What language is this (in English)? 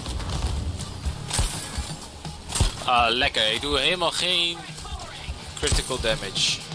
Dutch